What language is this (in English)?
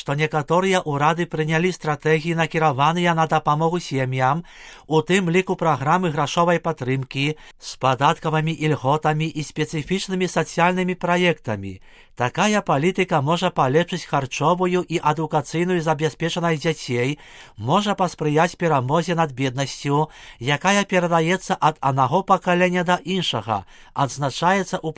Belarusian